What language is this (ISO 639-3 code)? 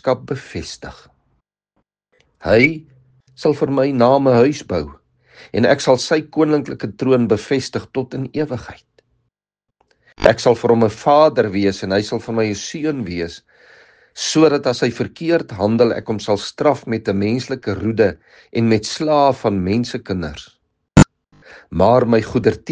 afr